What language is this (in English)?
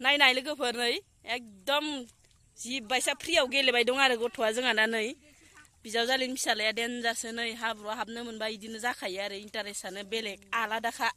Bodo